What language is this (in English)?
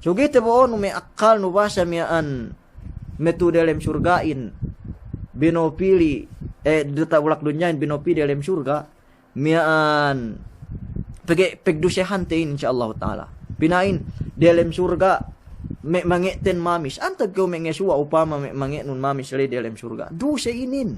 Yakan